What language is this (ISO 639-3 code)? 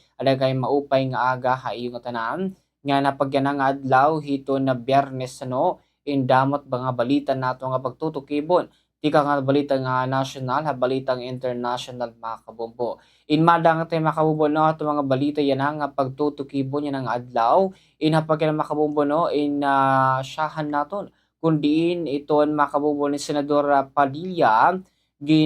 war